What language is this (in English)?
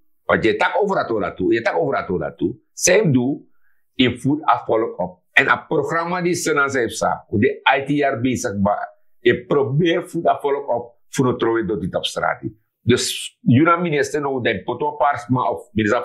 Sranan Tongo